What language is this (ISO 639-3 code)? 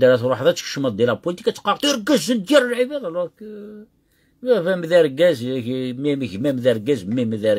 kab